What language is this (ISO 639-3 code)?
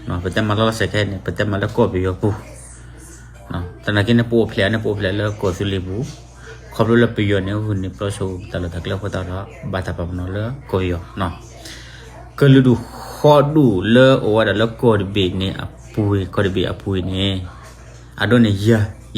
ksw